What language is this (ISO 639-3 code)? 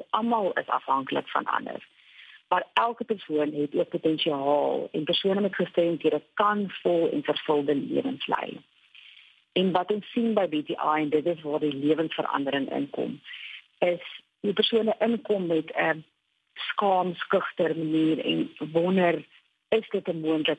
afr